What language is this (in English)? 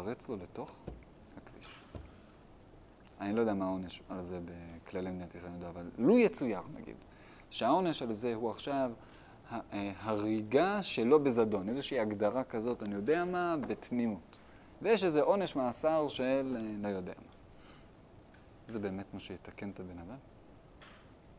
Hebrew